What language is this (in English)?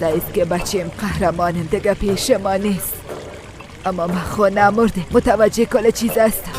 Persian